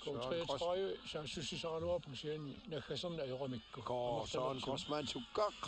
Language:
Kalaallisut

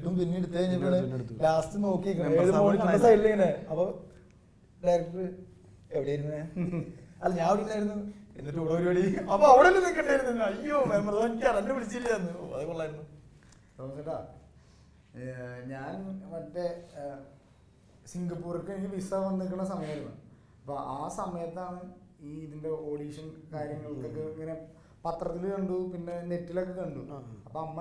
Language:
Malayalam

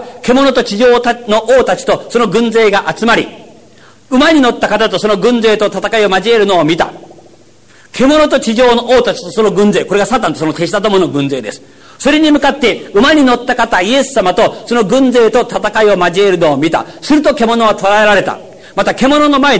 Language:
Japanese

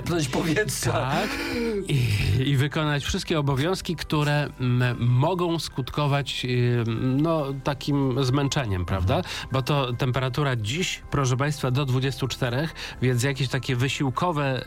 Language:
Polish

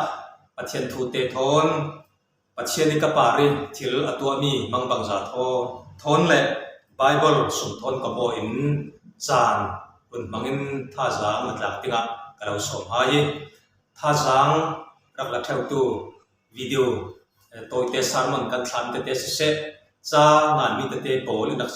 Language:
Falam Chin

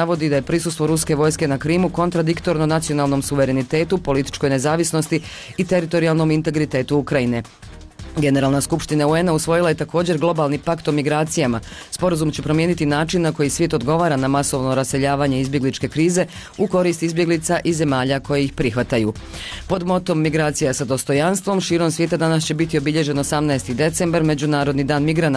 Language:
Bosnian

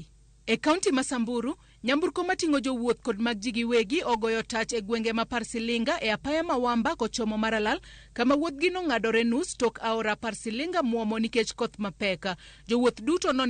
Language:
Luo (Kenya and Tanzania)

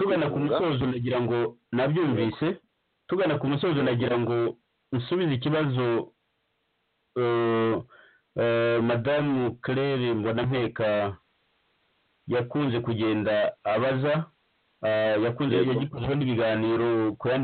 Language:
Kinyarwanda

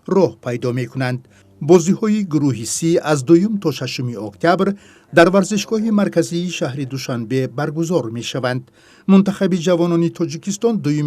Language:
Tajik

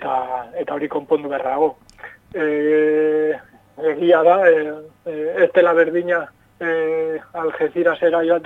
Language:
Basque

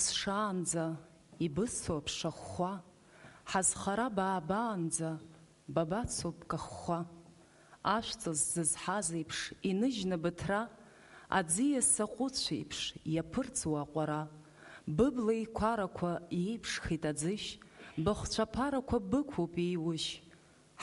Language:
Abkhazian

